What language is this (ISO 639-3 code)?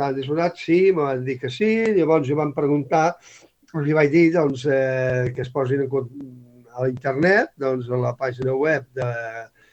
cat